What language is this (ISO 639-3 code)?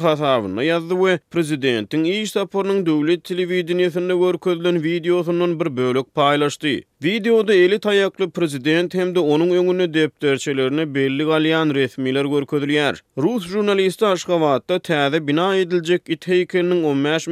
tuk